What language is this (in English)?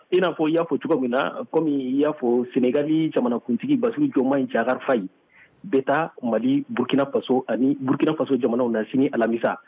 Bambara